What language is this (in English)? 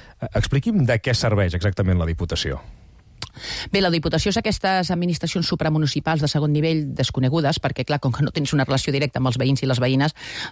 Catalan